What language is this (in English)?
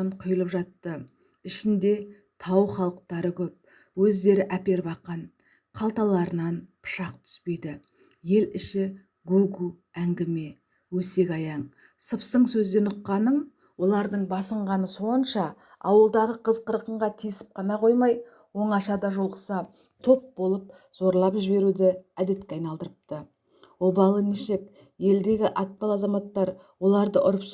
Kazakh